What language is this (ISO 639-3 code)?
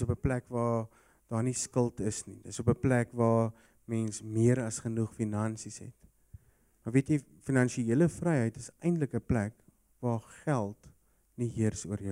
afr